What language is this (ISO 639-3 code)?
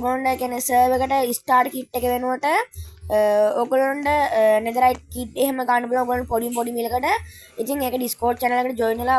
sin